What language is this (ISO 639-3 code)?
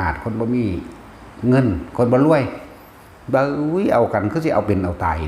tts